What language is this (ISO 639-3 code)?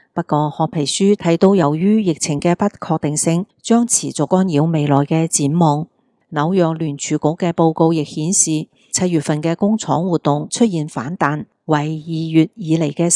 yue